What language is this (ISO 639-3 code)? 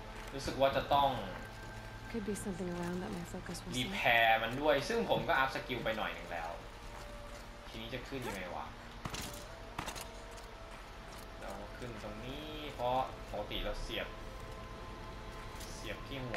tha